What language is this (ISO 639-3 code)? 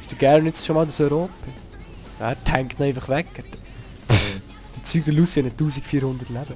gsw